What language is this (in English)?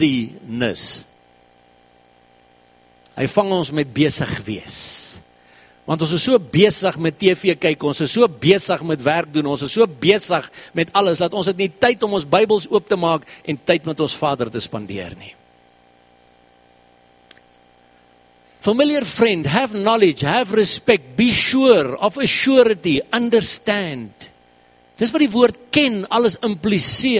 Afrikaans